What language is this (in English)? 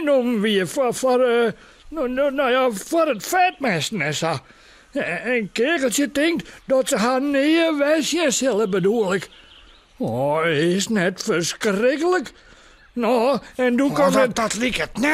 Western Frisian